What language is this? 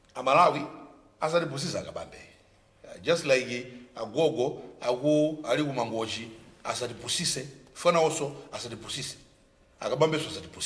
Nyanja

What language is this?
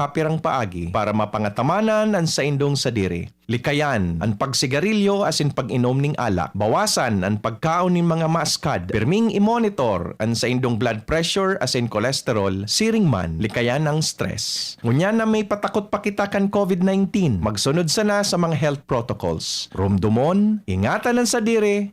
Bikol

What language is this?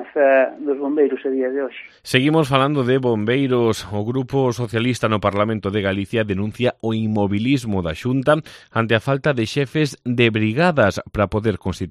Galician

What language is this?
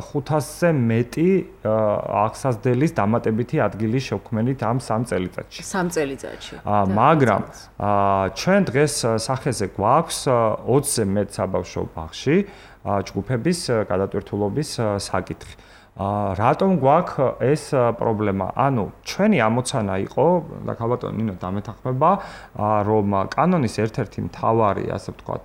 Georgian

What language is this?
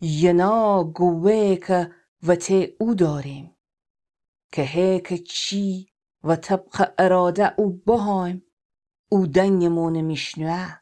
Gilaki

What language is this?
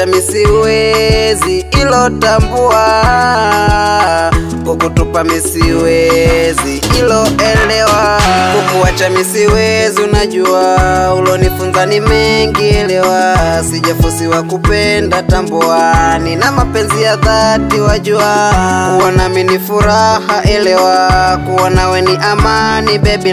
Swahili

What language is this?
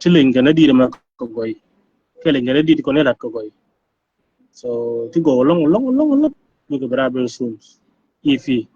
Nuer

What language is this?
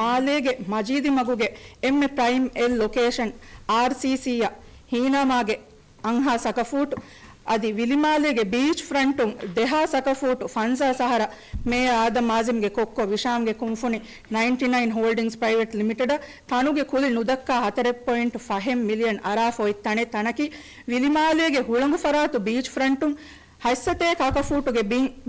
Divehi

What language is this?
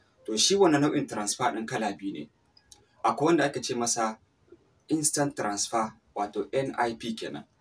Hausa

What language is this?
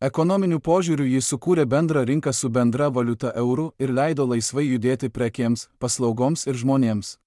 Lithuanian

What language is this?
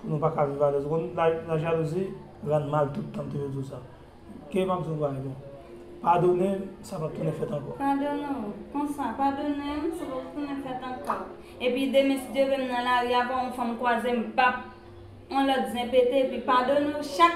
Haitian Creole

